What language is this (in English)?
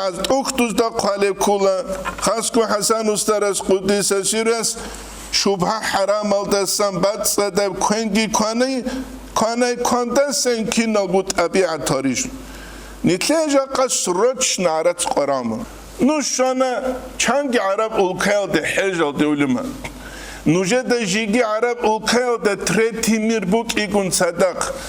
Avaric